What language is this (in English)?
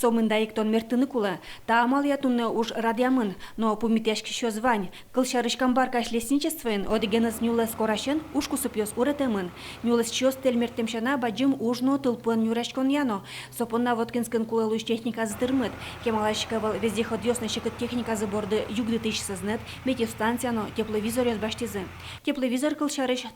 Udmurt